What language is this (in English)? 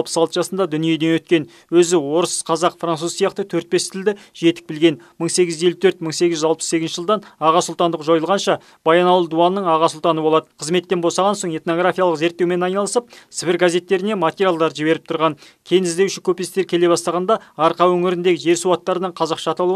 Kazakh